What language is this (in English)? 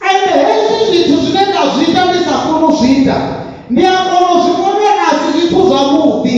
Venda